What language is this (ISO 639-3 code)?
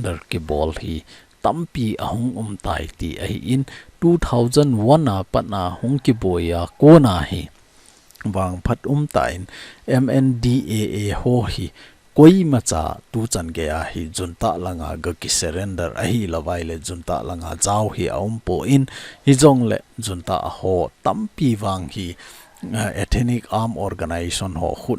tcz